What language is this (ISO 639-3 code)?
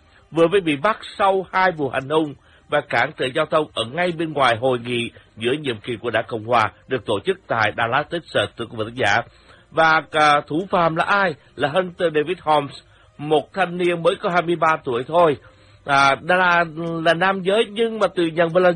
vie